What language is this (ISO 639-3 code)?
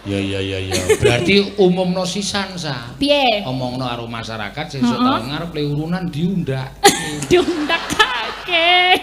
jav